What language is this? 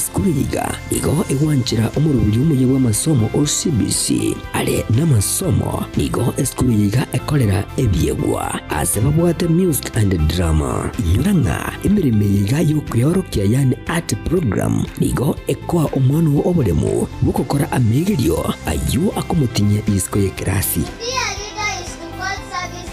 Gusii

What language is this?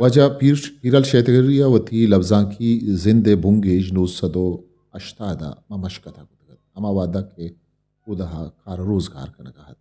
Eastern Balochi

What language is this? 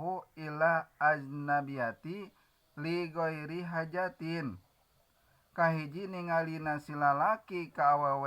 Sundanese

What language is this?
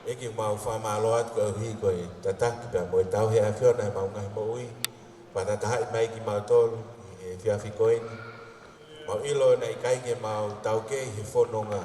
Tongan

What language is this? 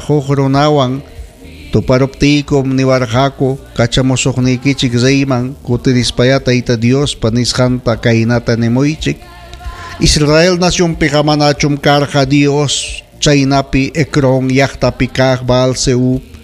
Ayacucho Quechua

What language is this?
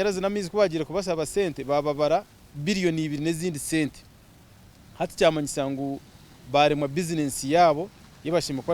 Nyankole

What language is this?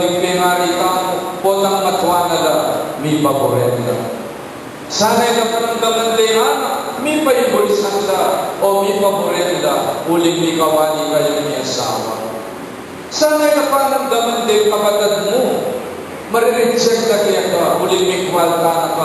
Pampanga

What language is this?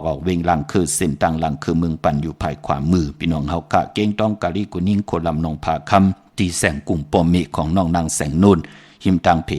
Shan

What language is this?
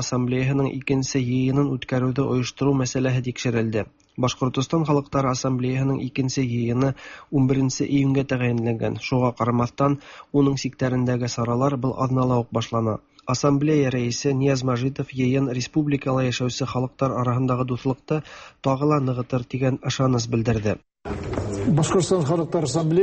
Tatar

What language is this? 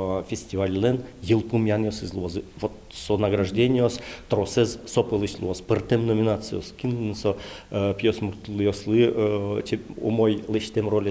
Udmurt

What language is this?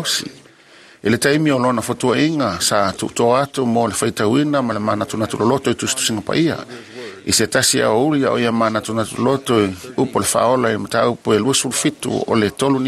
Samoan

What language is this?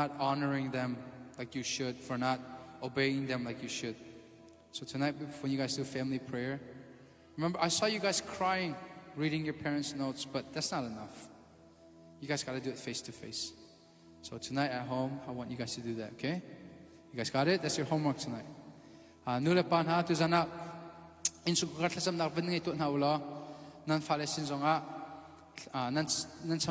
Hakha Chin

